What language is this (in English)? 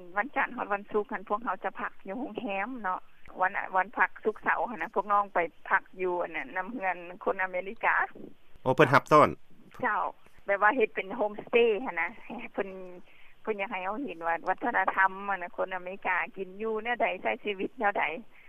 Lao